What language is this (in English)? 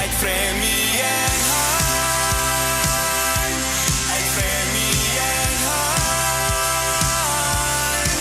Plautdietsch